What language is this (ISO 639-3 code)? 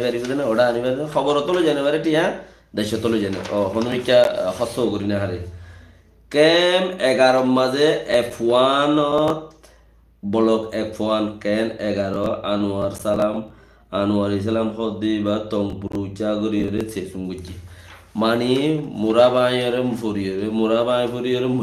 rhg